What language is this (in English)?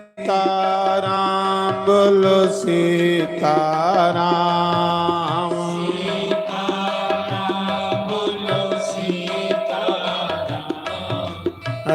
Dogri